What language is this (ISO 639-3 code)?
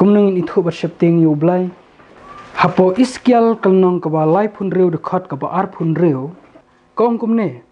kha